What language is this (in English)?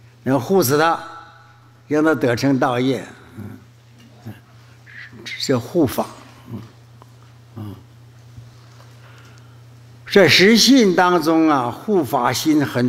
Chinese